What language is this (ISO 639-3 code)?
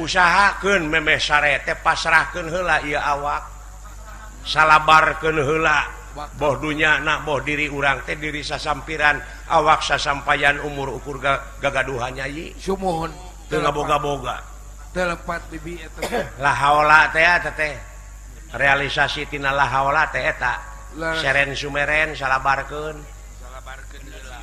sun